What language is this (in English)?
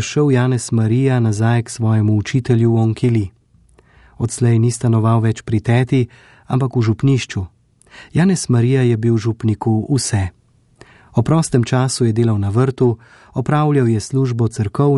Slovenian